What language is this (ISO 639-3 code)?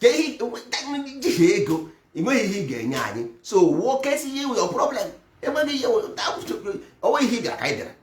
ibo